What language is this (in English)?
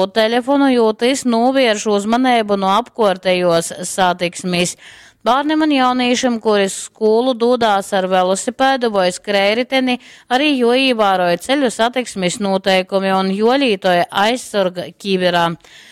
Latgalian